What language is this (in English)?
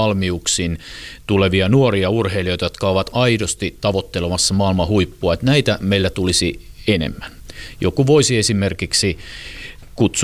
Finnish